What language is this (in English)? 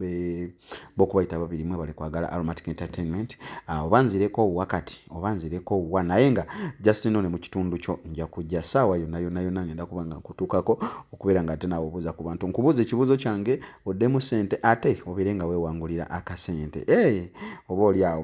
Ganda